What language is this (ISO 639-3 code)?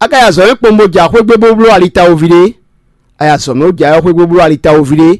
fon